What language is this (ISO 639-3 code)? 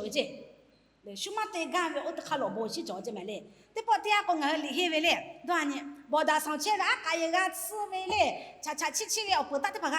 lhu